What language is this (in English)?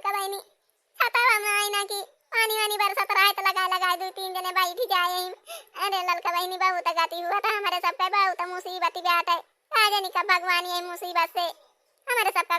Awadhi